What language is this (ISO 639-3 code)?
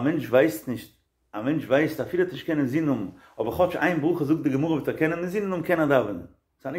yid